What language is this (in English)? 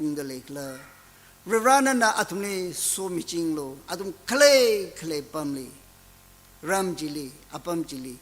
Tangkhul Naga (India)